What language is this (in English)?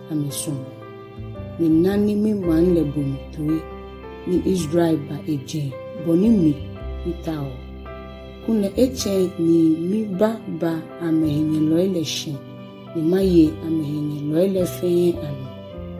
Ga